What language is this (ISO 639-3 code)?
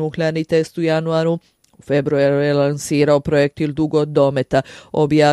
srp